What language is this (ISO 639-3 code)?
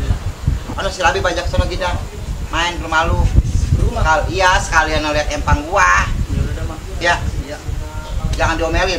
bew